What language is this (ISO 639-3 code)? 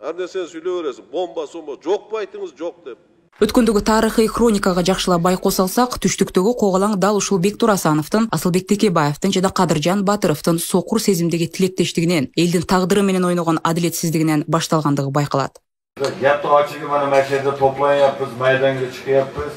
kir